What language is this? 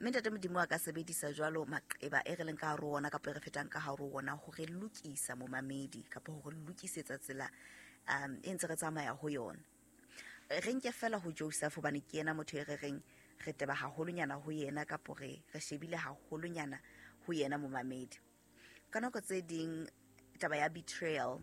Southern Sotho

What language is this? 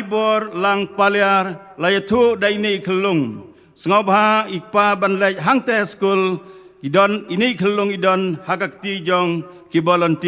Khasi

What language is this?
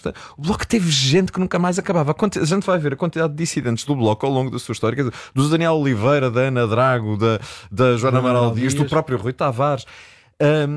Portuguese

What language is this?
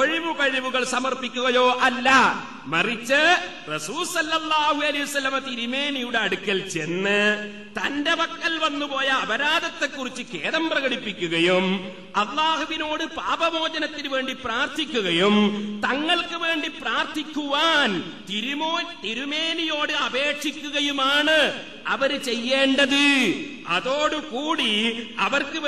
Malayalam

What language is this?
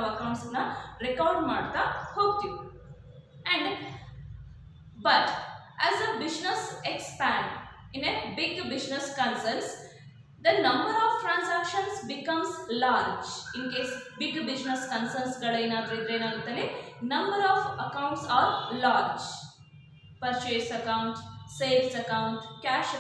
Kannada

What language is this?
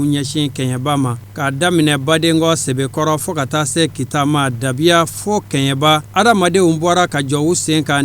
Bambara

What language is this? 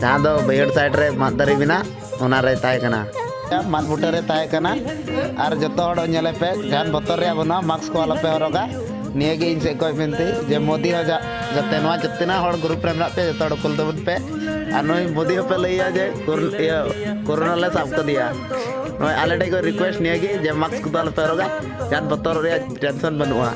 Santali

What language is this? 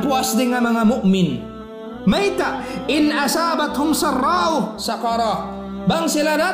Tausug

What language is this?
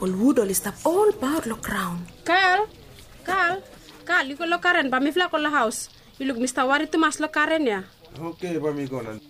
Bislama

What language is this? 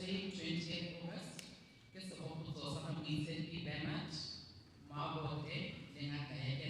Tswana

